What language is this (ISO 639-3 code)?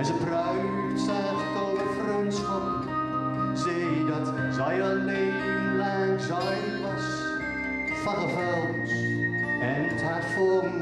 gos